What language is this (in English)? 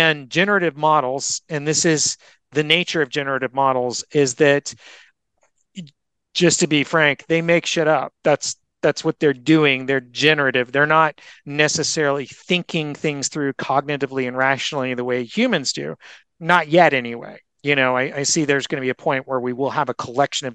English